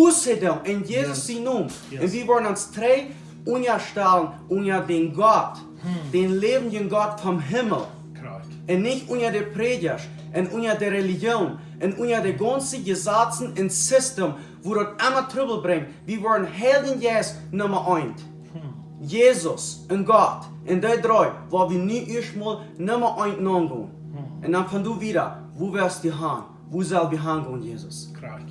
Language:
Plautdietsch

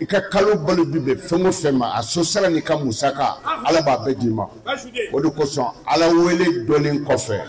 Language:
Bambara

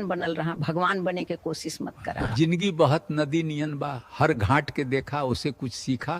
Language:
Bhojpuri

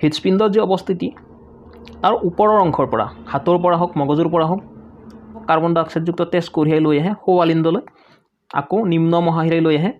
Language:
Assamese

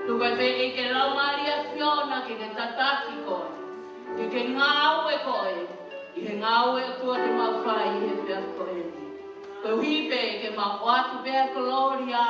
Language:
Tongan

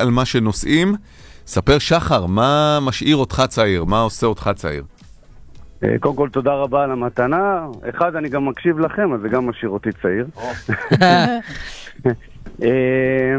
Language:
Hebrew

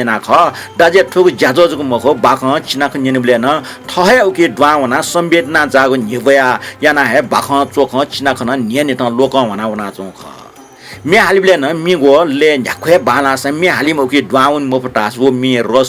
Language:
Newari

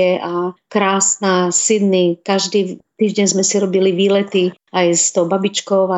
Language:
Slovak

